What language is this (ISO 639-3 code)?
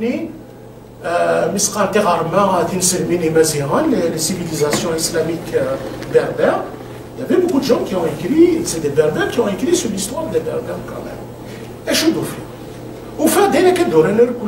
kab